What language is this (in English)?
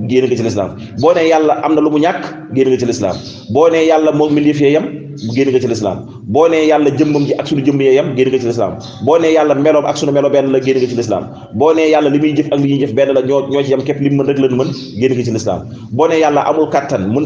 Wolof